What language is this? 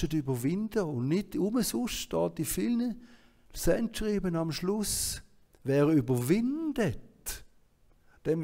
Swiss German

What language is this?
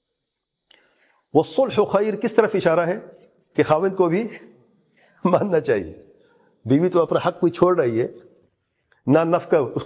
Urdu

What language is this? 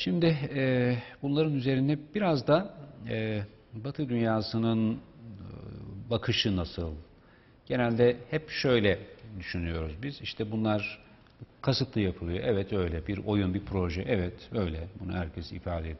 Turkish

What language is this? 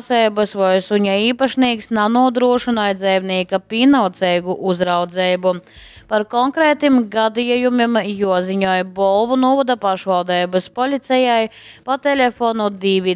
Latgalian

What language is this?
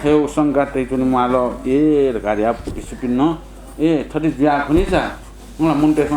Newari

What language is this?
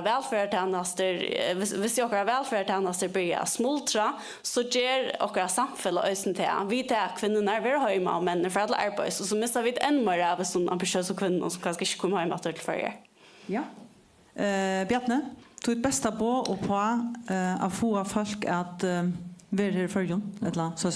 Faroese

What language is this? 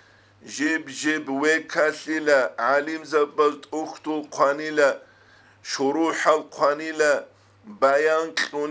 Avaric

